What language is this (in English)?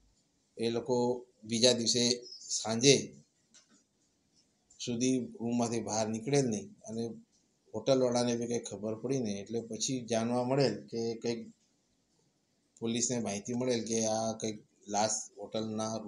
Gujarati